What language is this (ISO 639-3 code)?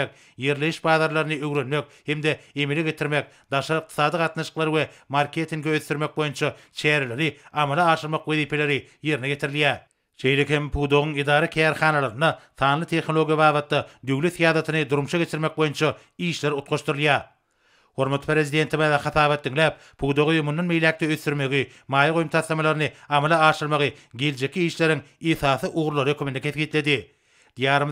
tuk